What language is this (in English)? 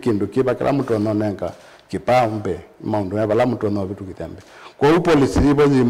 Kamba